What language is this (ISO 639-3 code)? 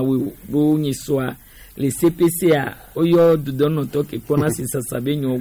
gej